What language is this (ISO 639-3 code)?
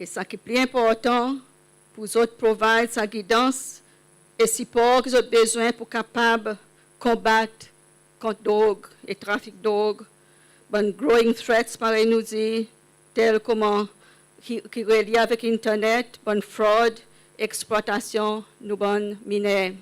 crs